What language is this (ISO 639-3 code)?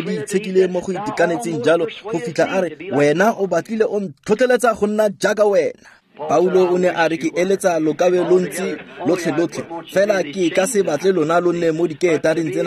tsn